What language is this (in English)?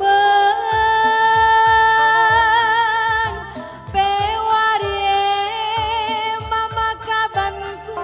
Batak Karo